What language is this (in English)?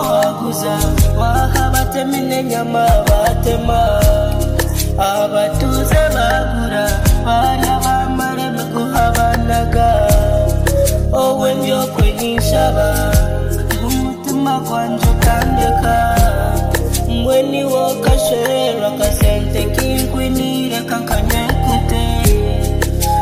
Kinyarwanda